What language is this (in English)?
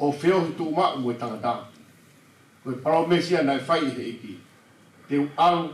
Tongan